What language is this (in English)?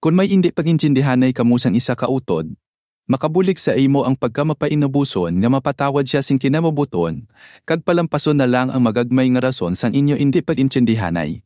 Hiligaynon